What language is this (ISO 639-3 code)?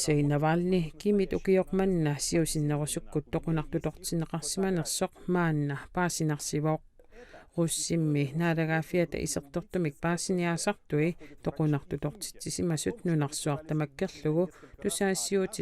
kal